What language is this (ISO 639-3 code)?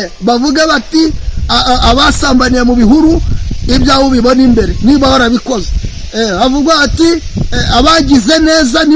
kin